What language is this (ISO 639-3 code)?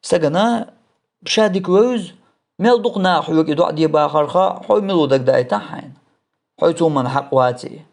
che